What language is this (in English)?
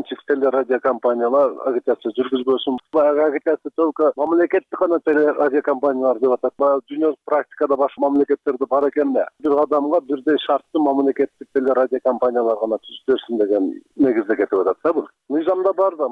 Kyrgyz